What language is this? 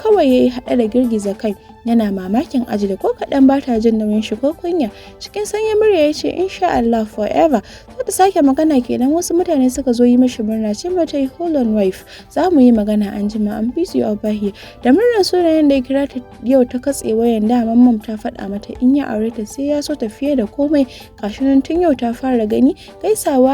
Hausa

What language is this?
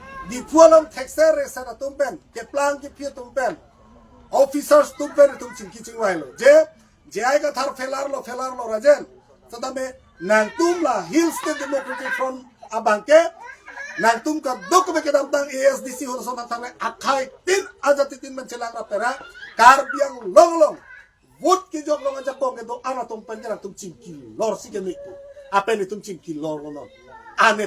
Karbi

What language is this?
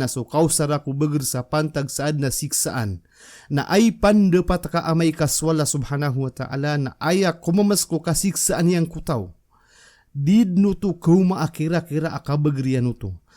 Maranao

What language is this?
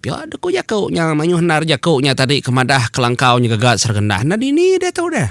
Iban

